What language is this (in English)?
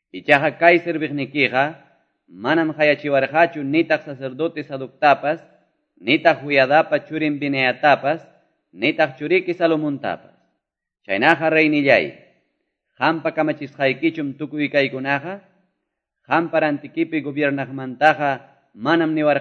Quechua